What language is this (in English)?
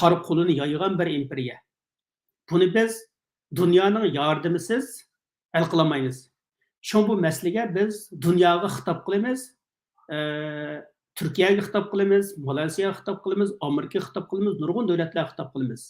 Uyghur